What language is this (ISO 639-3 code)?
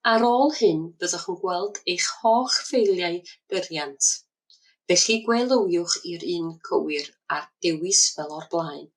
cym